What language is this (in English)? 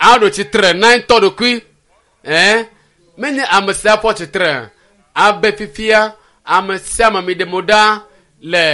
Ewe